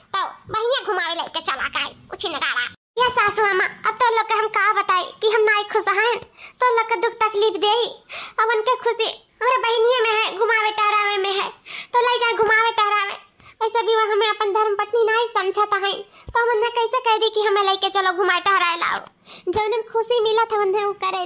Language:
Awadhi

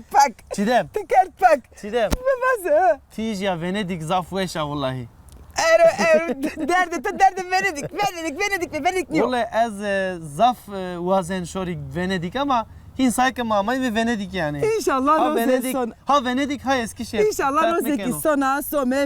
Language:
Zaza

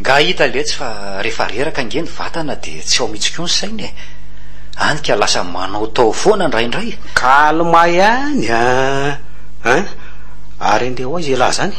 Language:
Malagasy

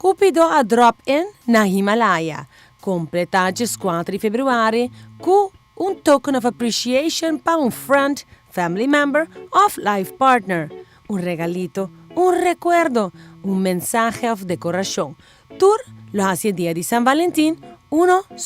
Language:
Papiamento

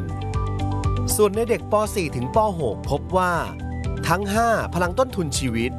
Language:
Thai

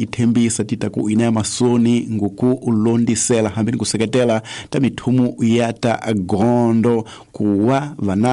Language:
Tsonga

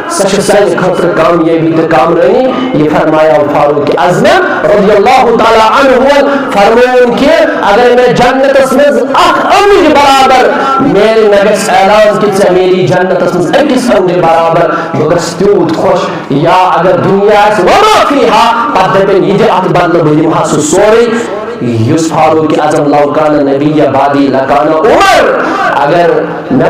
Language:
Kashmiri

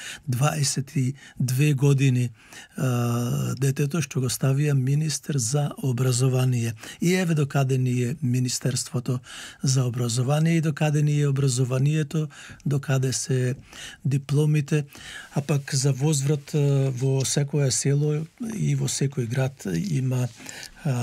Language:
Macedonian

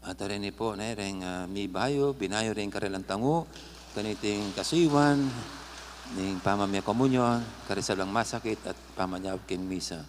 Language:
Pampanga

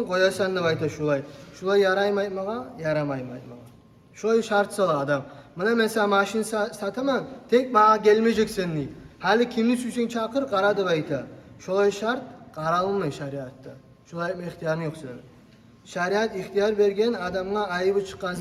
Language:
Kumyk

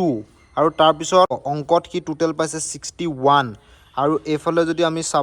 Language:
Assamese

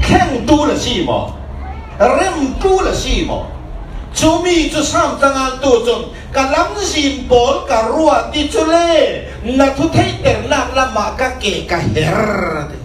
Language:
Falam Chin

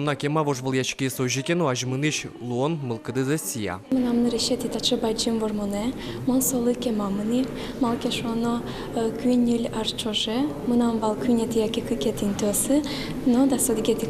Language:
Udmurt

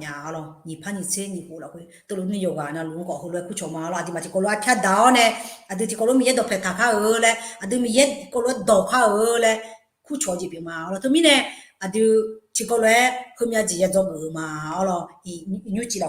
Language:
Akha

